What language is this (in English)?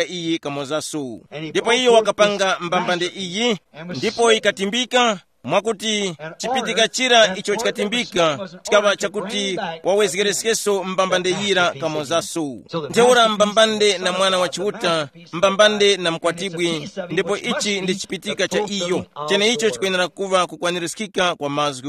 Tumbuka